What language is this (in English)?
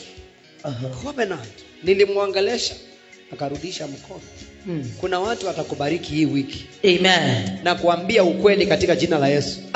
Swahili